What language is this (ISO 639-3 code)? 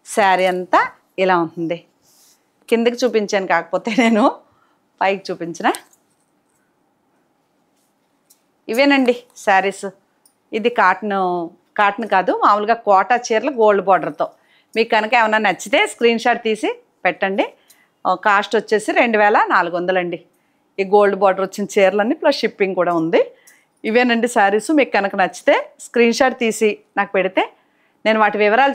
tel